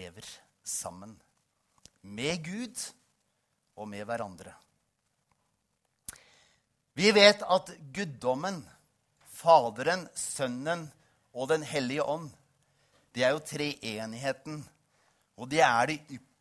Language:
Norwegian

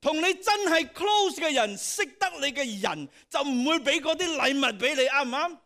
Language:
Cantonese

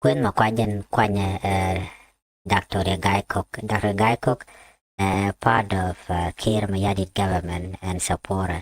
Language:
Nuer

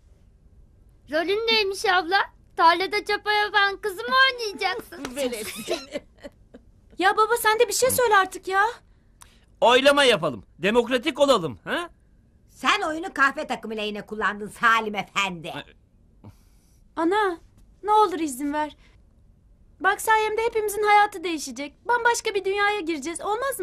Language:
Turkish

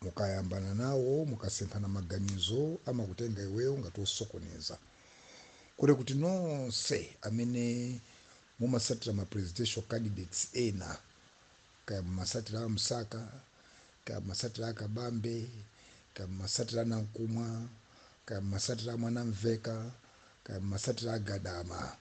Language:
Nyanja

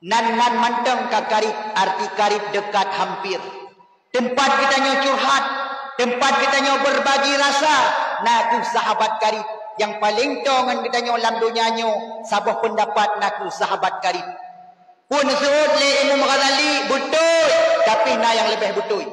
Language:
Achinese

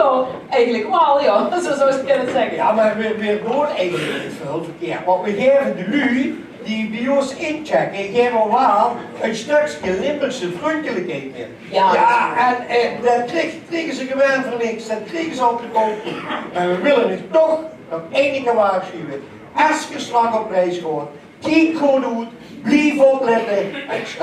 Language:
Limburgish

